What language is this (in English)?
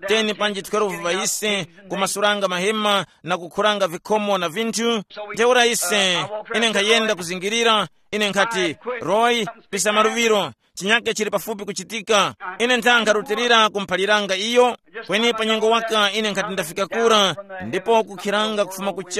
Tumbuka